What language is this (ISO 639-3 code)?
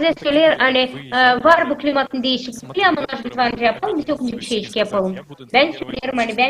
gag